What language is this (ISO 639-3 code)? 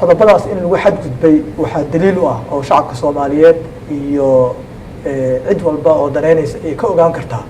som